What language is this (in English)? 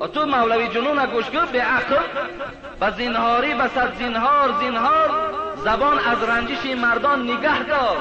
Tajik